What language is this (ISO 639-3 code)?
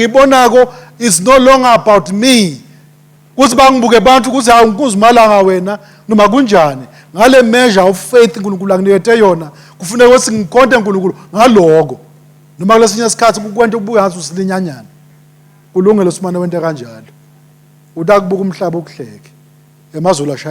ssw